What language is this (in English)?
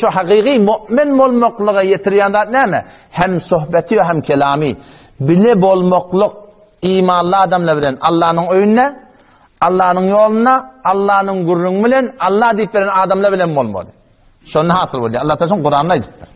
Turkmen